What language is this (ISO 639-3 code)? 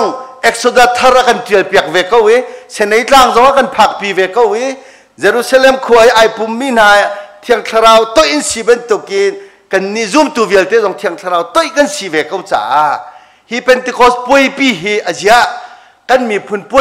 cnh